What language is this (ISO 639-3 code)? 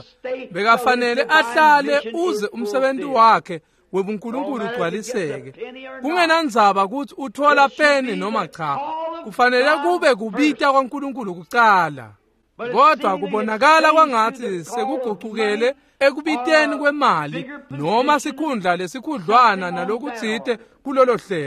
ssw